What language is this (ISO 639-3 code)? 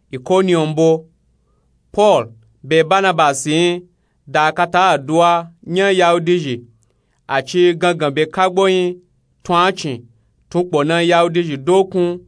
nup